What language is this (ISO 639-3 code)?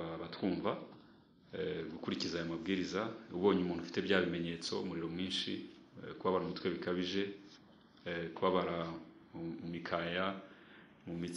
kin